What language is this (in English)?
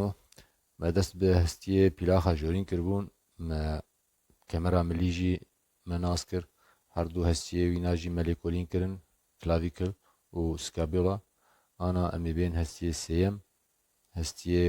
Kurdish